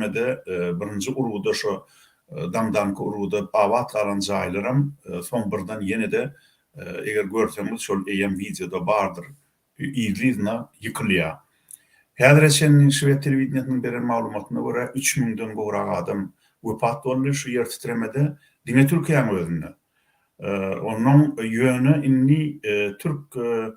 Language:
Turkmen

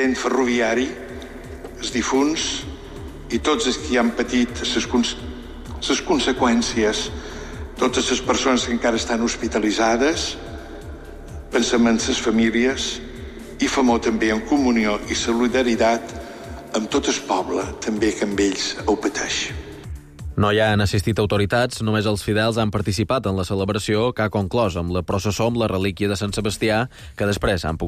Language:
Catalan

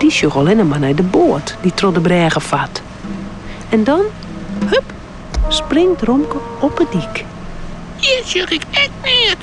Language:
Western Frisian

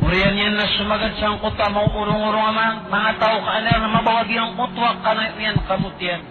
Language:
Maranao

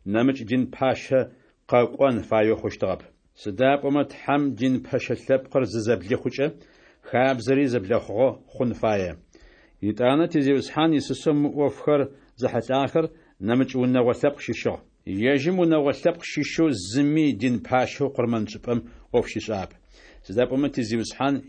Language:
Adyghe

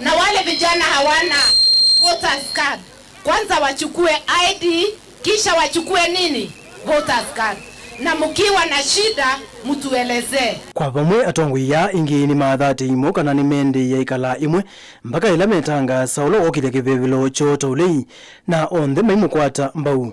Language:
Kamba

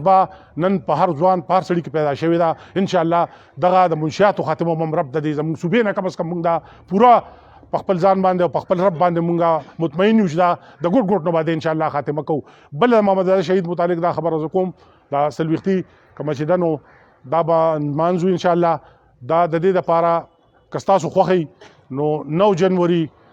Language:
Pashto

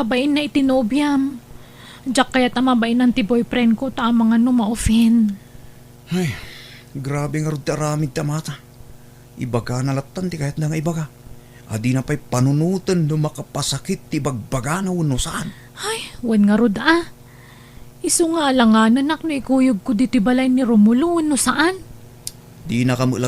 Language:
Iloko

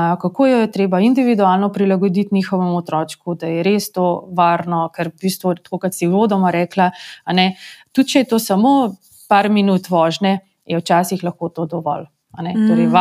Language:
Slovenian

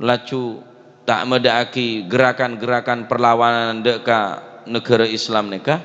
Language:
Madurese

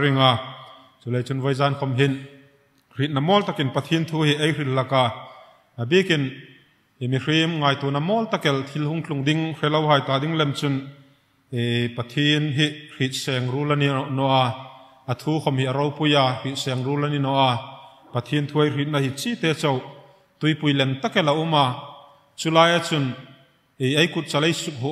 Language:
Hmar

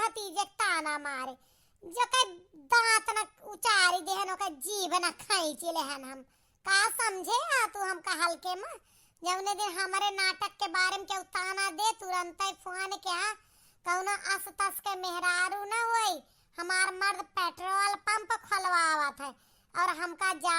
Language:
Awadhi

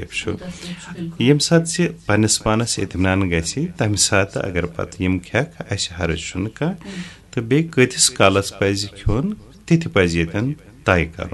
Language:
Kashmiri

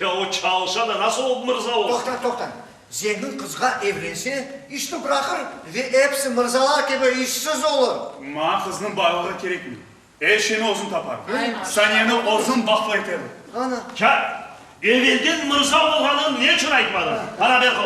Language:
Crimean Tatar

